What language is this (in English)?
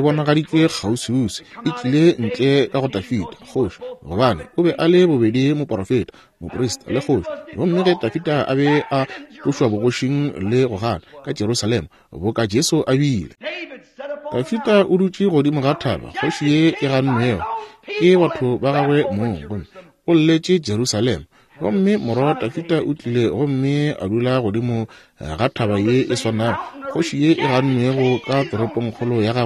Northern Sotho